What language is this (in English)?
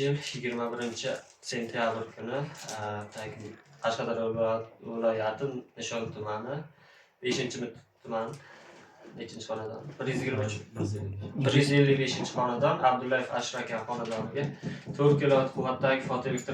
Uzbek